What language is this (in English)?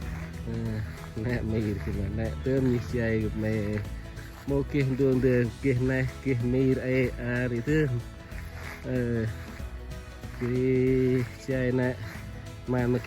Central Mnong